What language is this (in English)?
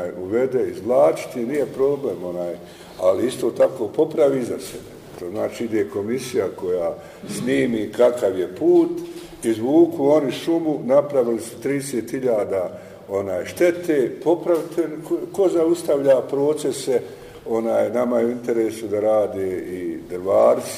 Bosnian